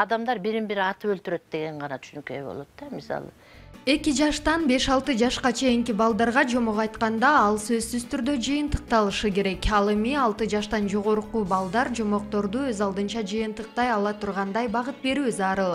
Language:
Kyrgyz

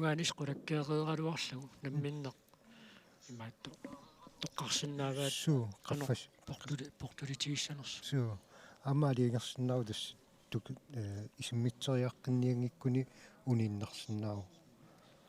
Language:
Kalaallisut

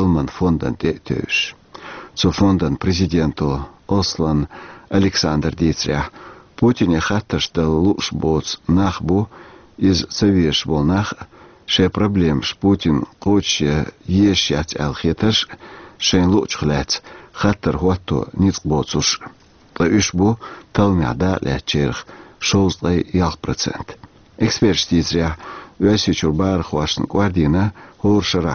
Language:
Chechen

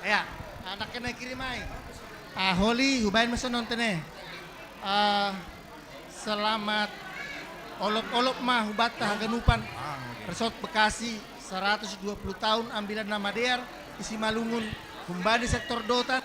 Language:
Batak Simalungun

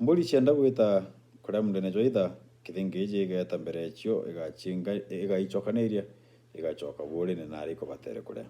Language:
Meru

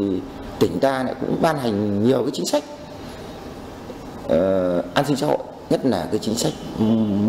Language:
Vietnamese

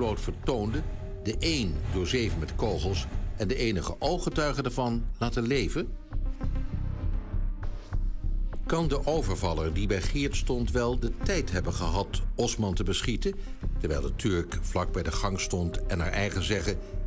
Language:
Dutch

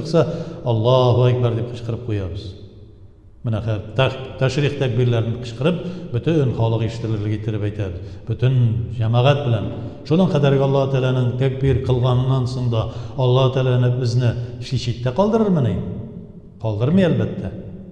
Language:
Tatar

